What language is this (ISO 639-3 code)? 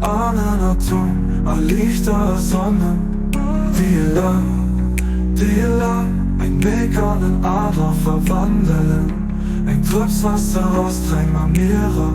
ltz